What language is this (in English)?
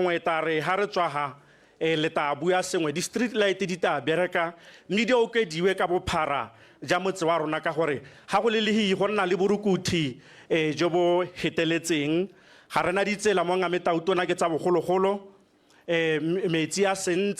Tswana